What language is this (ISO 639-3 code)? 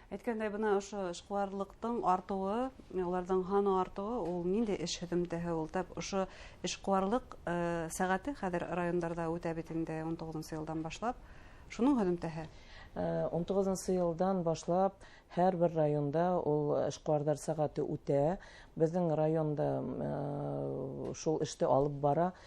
bak